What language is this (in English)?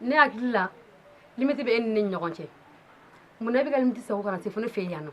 Bambara